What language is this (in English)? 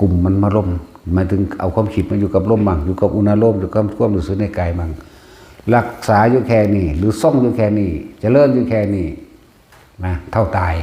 Lao